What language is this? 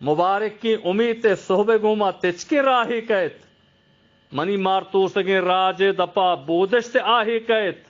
Eastern Balochi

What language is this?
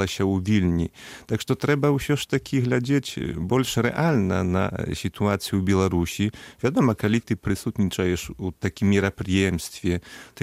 Belarusian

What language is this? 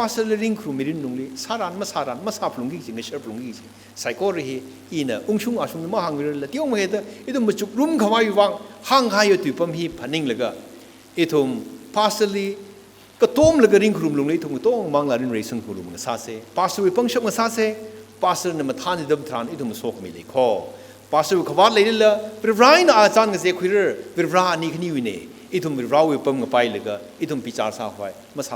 Tangkhul Naga (India)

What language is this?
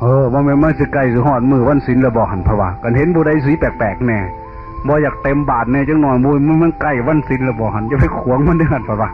Northeastern Thai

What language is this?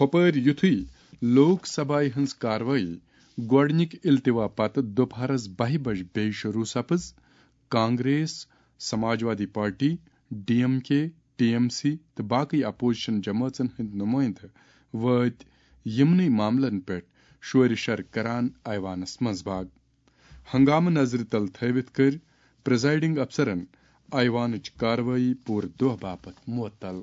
Kashmiri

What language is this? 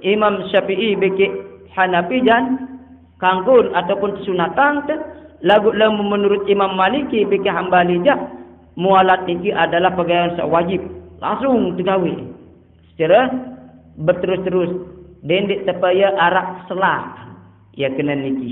Sasak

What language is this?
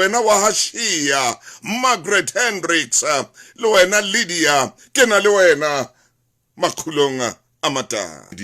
Southern Sotho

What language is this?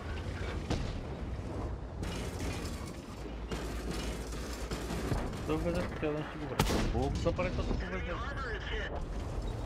Bulgarian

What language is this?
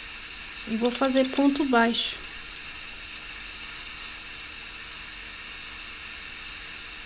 Portuguese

